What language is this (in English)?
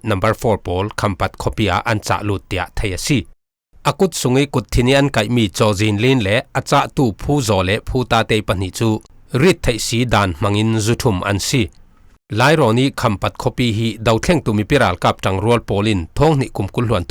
Falam Chin